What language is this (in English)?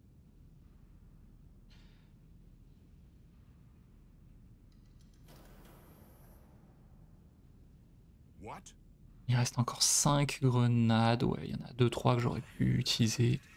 French